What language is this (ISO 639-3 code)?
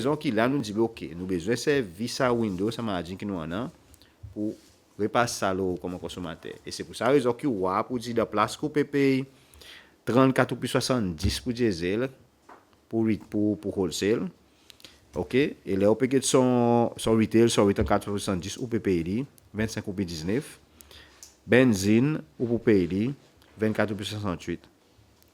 crs